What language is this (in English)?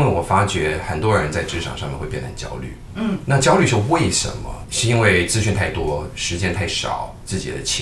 Chinese